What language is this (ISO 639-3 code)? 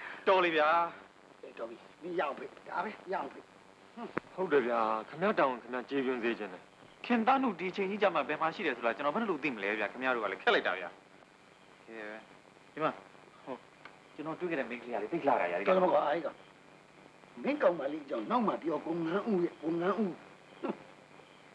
mya